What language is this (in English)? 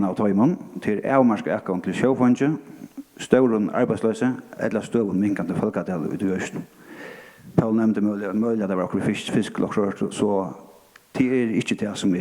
Faroese